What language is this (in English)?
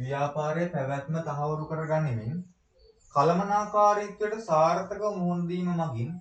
Sinhala